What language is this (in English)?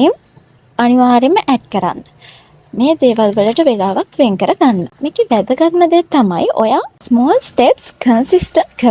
Sinhala